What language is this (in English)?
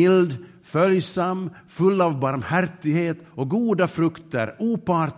Swedish